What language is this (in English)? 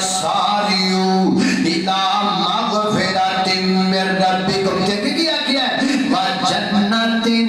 Urdu